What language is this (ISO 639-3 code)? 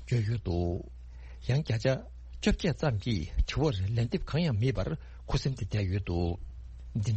bod